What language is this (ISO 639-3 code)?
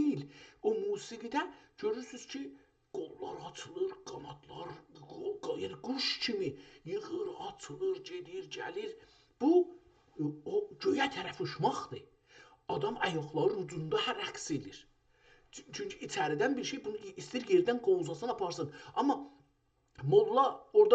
azb